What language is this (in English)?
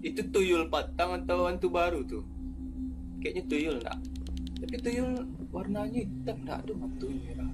Minangkabau